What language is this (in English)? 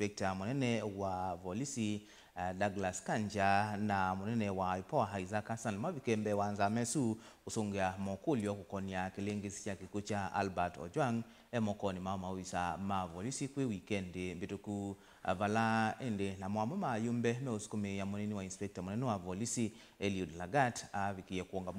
Kamba